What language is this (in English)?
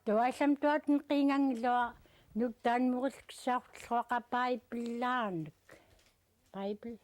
Central Yupik